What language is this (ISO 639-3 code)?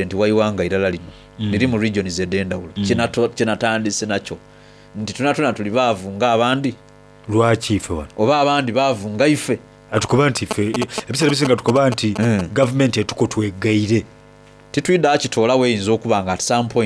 xog